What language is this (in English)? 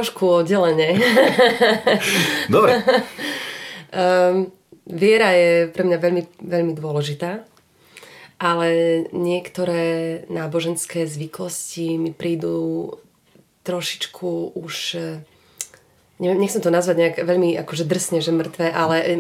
Slovak